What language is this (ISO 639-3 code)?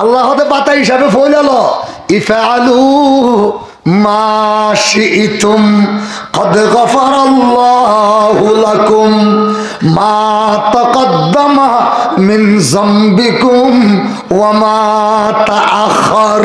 rhg